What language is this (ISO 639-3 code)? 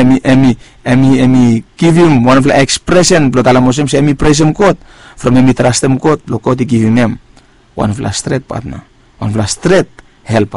bis